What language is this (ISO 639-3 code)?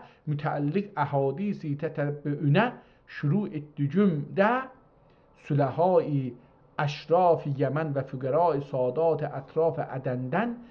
azb